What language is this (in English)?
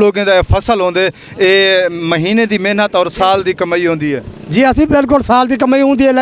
Saraiki